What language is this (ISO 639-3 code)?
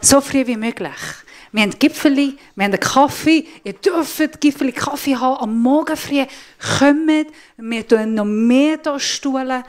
gsw